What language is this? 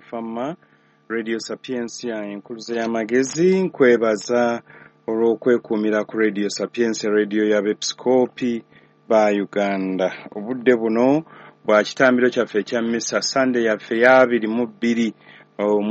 Ganda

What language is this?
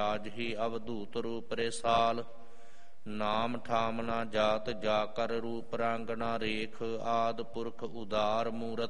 Punjabi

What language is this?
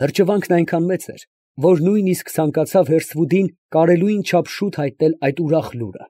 Armenian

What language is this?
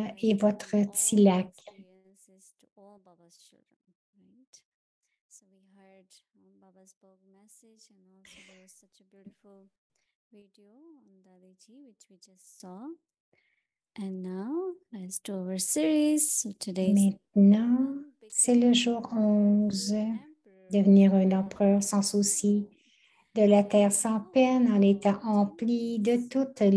French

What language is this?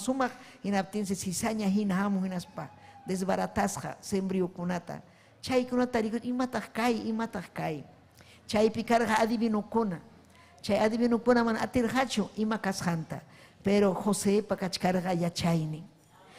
Ayacucho Quechua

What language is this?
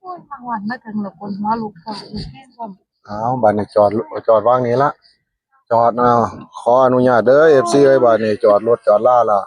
Northeastern Thai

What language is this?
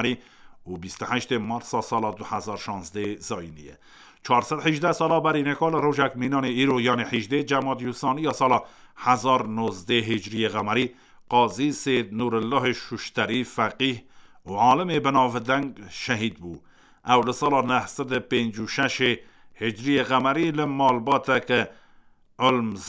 Kurdish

